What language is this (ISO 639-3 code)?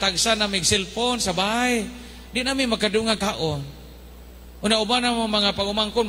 ceb